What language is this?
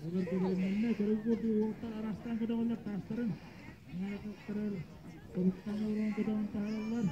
Yakut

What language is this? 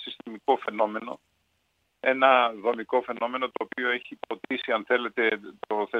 Greek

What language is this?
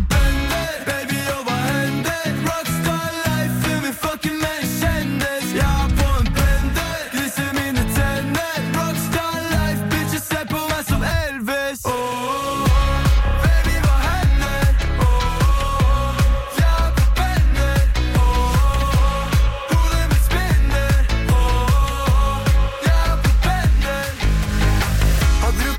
Norwegian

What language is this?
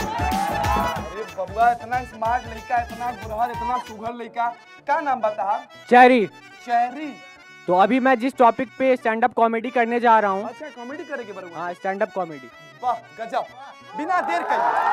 Bhojpuri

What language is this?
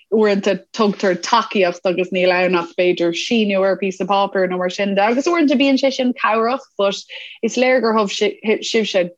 Irish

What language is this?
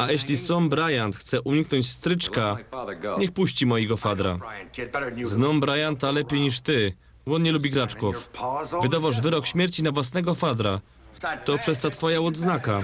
Silesian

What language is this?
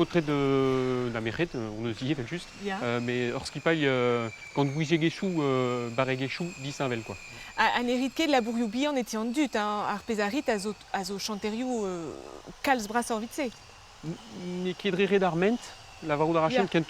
Breton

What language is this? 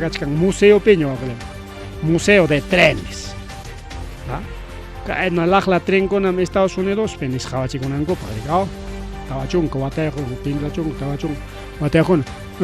Ayacucho Quechua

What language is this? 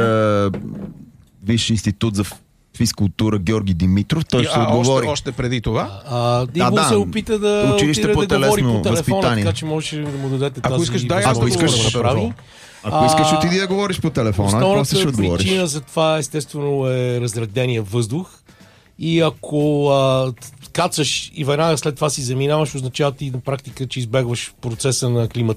Bulgarian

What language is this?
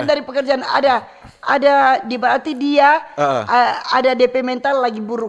Manado Malay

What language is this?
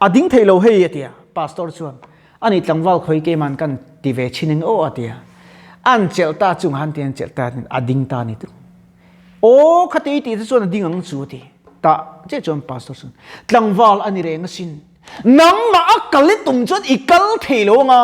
Mizo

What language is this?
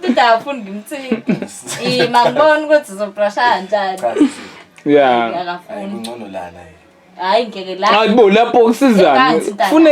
Zulu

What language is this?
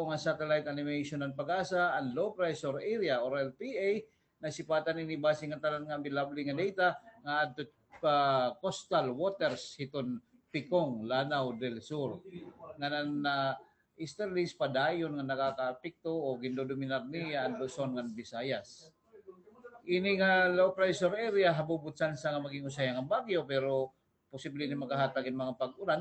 Waray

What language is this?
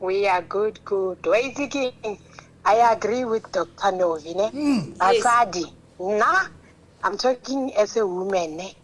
Southern Sotho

